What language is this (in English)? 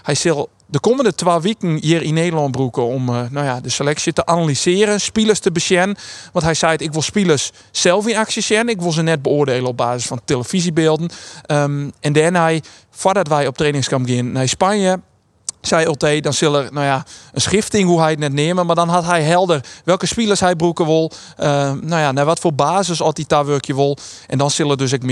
Western Frisian